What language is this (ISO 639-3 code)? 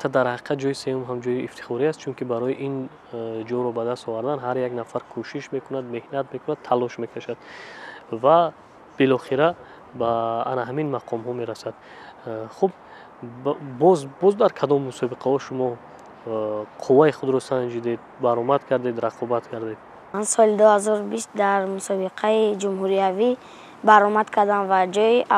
tgk